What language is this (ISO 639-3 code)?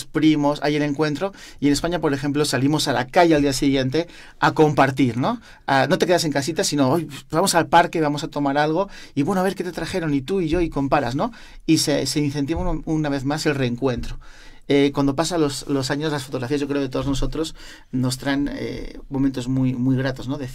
spa